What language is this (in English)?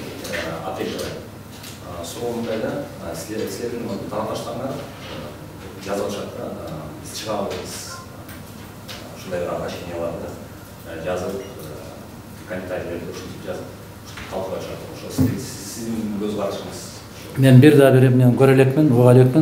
Kyrgyz